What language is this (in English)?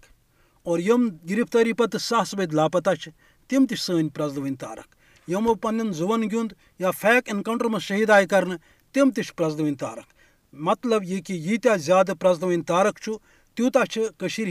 Kashmiri